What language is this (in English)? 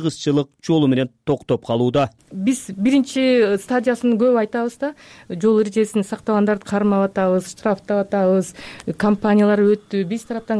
Kyrgyz